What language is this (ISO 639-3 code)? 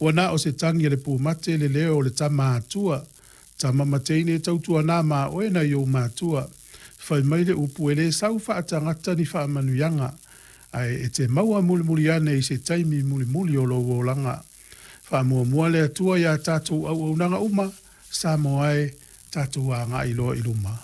smo